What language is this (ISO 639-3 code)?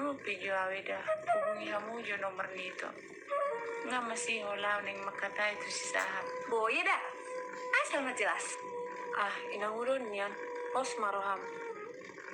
bbc